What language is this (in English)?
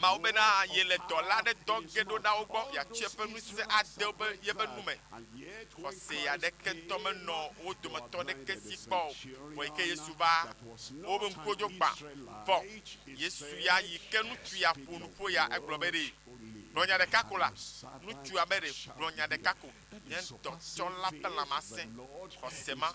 Ewe